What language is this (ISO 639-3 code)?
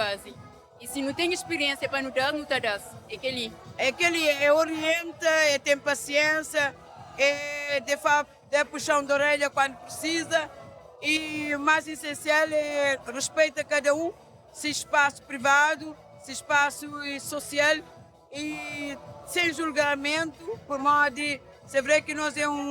kea